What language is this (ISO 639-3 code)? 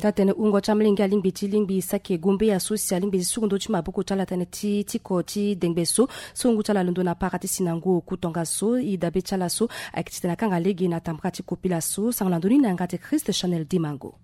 sag